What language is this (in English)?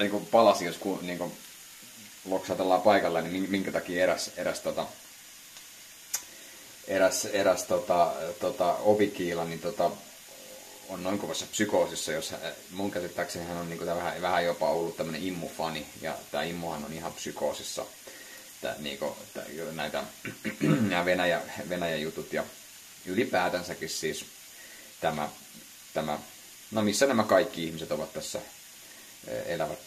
Finnish